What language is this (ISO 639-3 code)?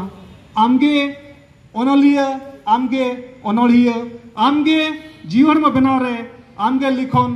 sat